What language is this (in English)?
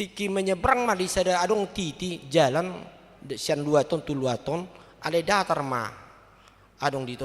Batak Toba